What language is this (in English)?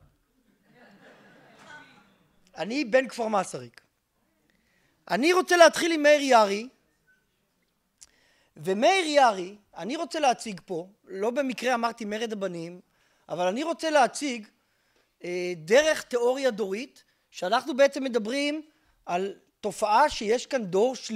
Hebrew